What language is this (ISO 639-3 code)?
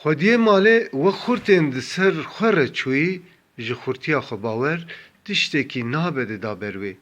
kur